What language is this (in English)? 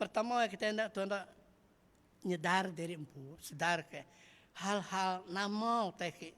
Iban